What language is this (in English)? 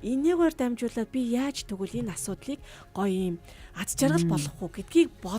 Mongolian